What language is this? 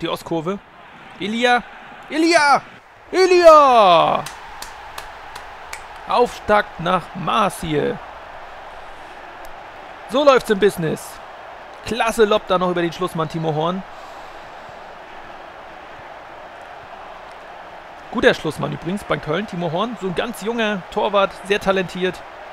German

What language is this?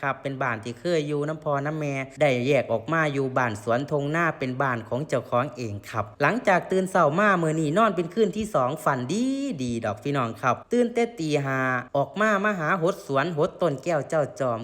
Northeastern Thai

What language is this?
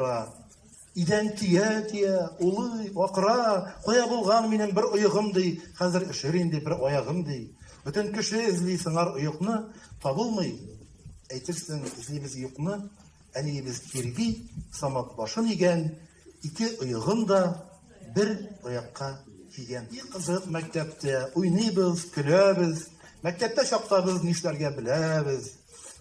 Tatar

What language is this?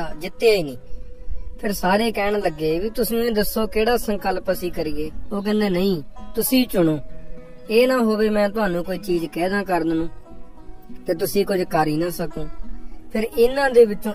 Punjabi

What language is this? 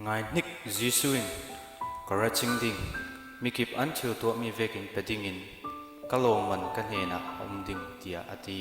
Falam Chin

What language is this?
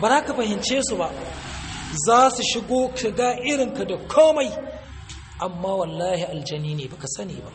Hausa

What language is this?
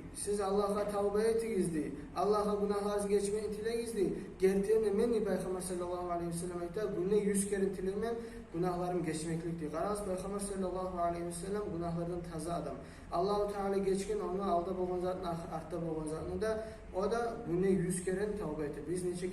Kumyk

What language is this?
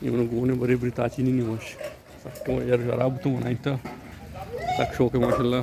Baluchi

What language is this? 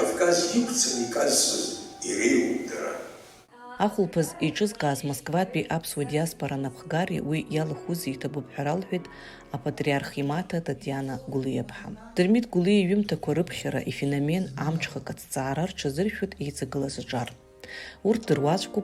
Abkhazian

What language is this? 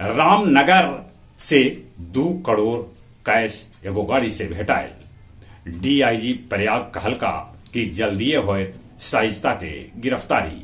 Magahi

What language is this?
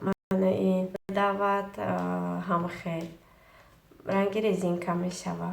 Tajik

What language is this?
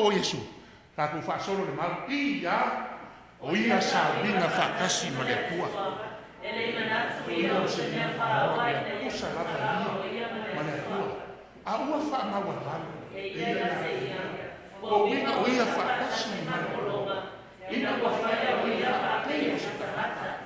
Samoan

